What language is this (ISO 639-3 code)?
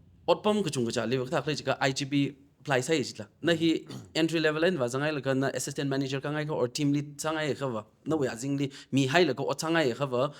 nmf